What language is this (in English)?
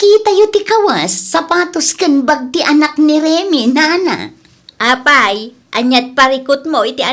Iloko